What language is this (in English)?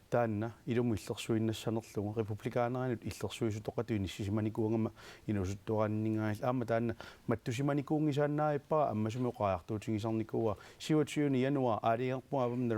Kalaallisut